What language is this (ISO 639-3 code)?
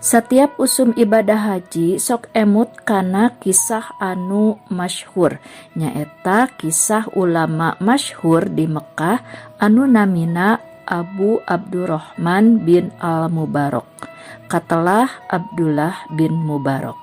sun